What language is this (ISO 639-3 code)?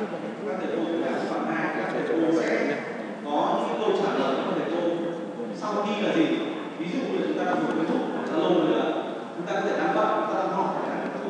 vie